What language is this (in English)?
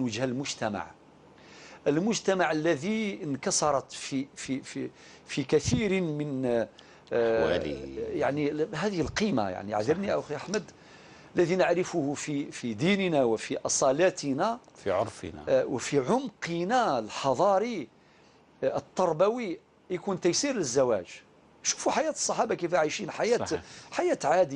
Algerian Arabic